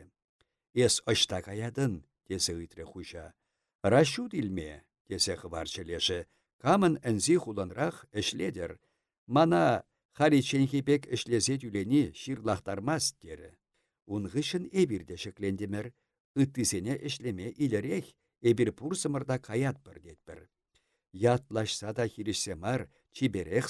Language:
Chuvash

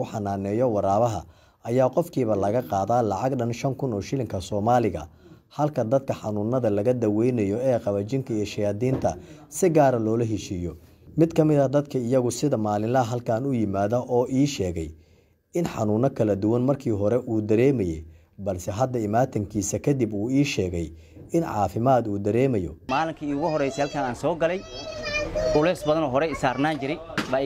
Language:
Somali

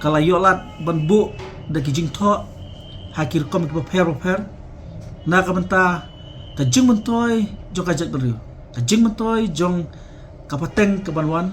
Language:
Khasi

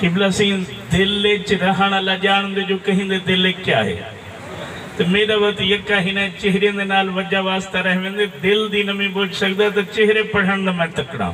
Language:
Saraiki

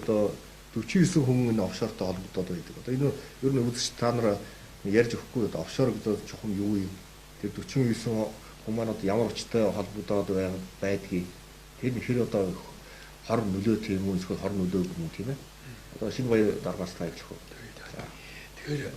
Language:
Mongolian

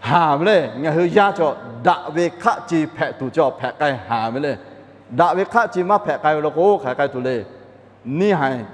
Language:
Lahu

